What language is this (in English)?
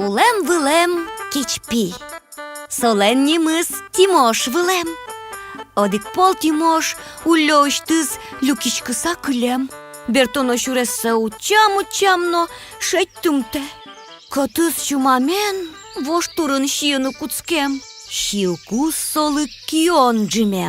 Udmurt